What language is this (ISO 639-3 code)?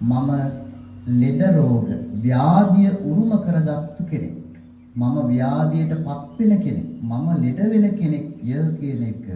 sin